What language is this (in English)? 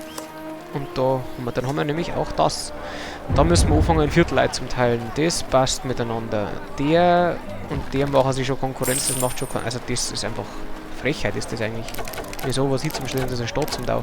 Bavarian